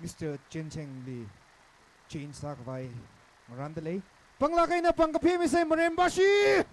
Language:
Tangkhul Naga (India)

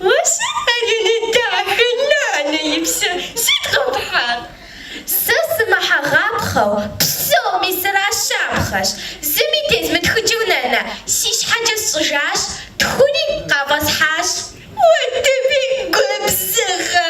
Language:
Kabardian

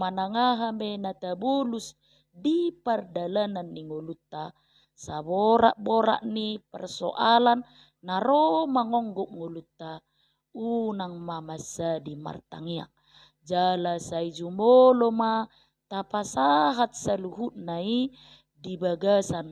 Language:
Batak Toba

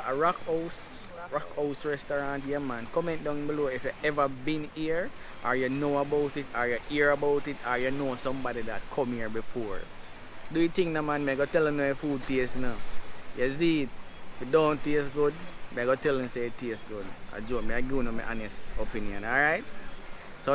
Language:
Jamaican Creole English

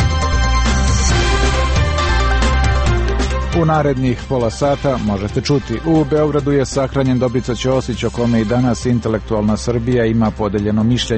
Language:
Serbian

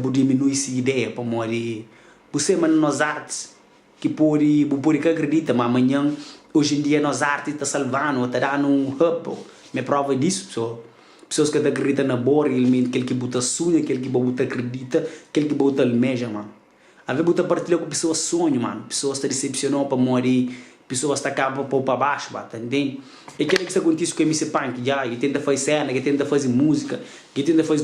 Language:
Kabuverdianu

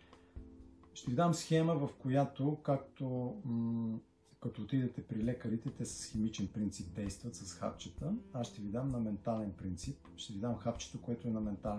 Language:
Bulgarian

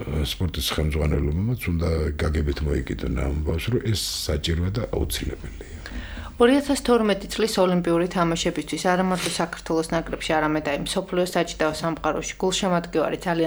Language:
Georgian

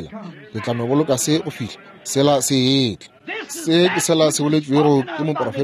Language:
Northern Sotho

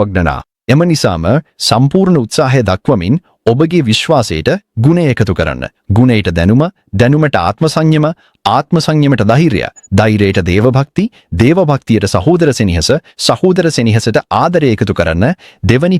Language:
Sinhala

